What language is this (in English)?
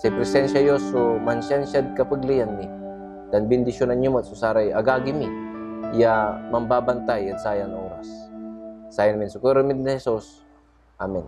Pangasinan